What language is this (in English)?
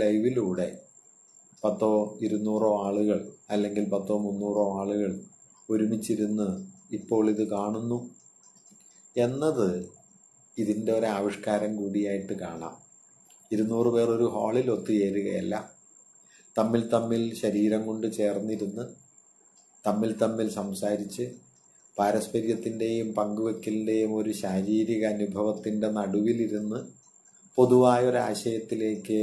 Malayalam